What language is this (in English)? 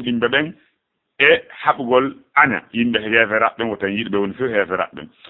Fula